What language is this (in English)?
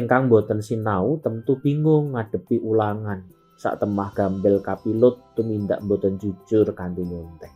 Javanese